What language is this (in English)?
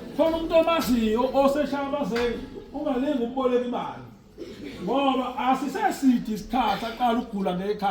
Zulu